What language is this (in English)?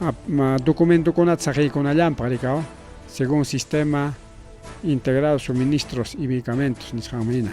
Ayacucho Quechua